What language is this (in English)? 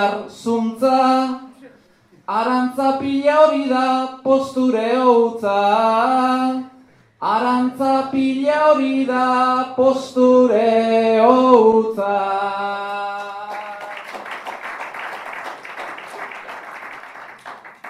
Basque